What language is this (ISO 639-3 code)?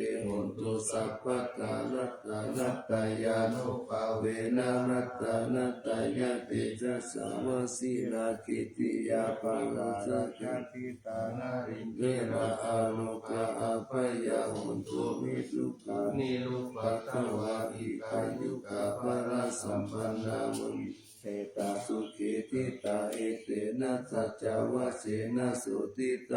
pli